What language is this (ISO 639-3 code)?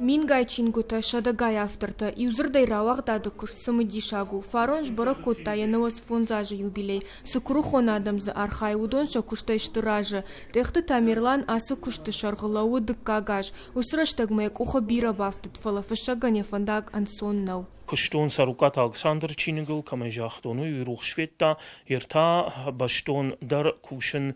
oss